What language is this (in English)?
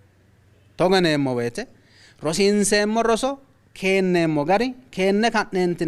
Sidamo